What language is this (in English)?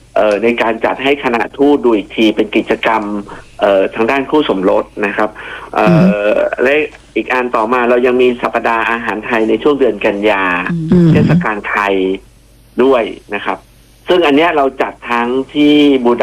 Thai